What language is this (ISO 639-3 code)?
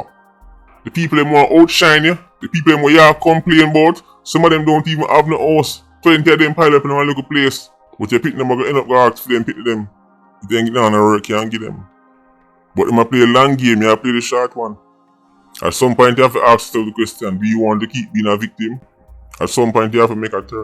jam